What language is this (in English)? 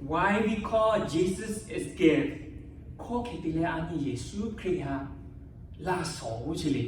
Lahu